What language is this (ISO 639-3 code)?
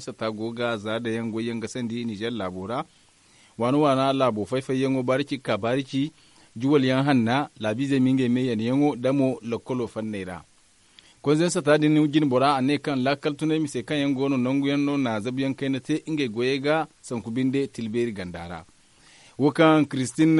dje